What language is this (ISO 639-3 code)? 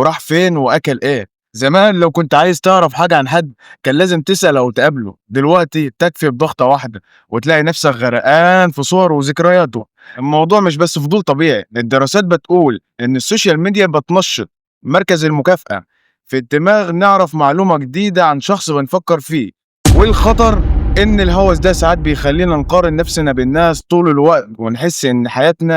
arz